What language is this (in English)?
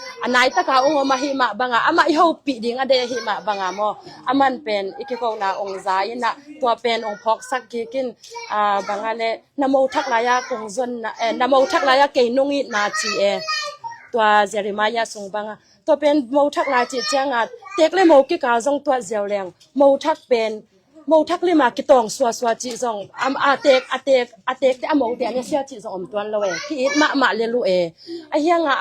Tedim Chin